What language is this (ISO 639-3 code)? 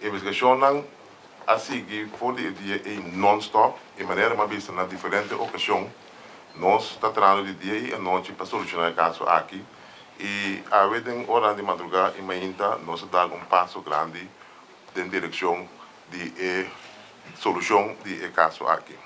pap